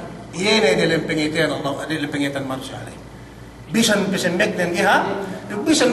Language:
Yakan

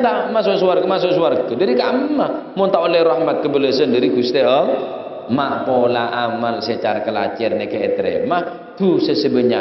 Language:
Madurese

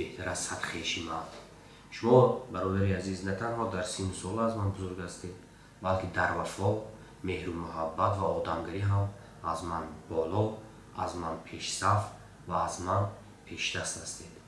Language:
Tajik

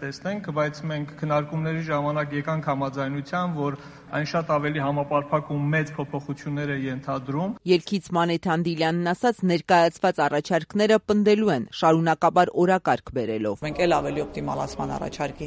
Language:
Armenian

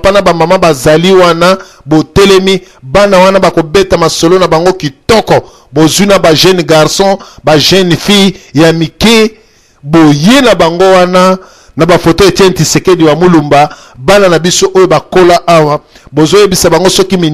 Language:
Lingala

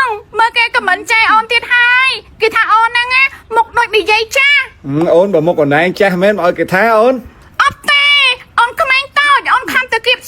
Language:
Khmer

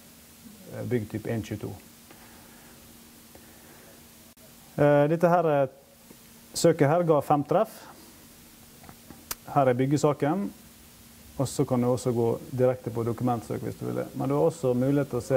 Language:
Norwegian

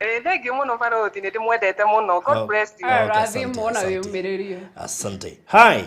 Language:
Kikuyu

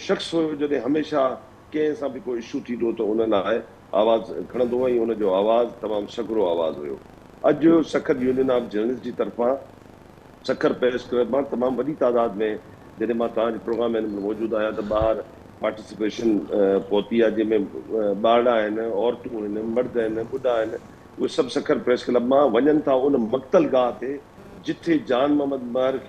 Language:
Sindhi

